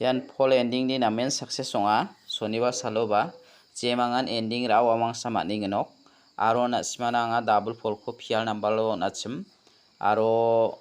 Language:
Garo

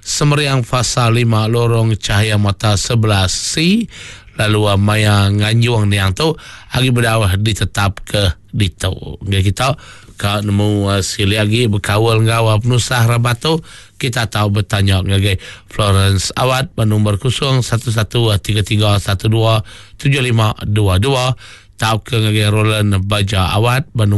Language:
Iban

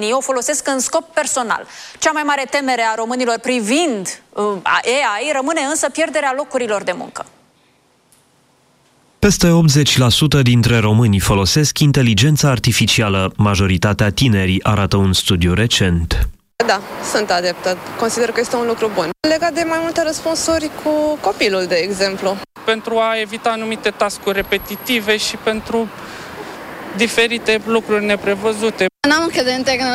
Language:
Romanian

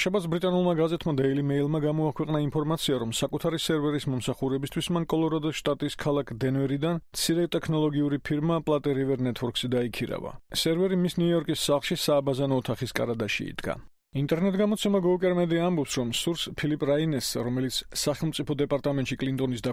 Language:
Georgian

